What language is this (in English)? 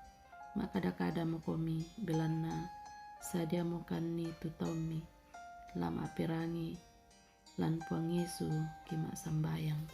Toraja-Sa'dan